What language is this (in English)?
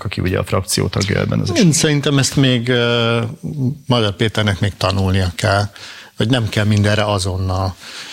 Hungarian